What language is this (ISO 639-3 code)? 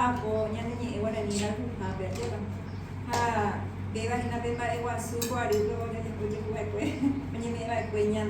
grn